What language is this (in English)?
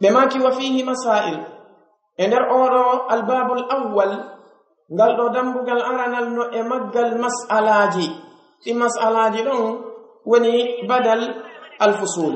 Pular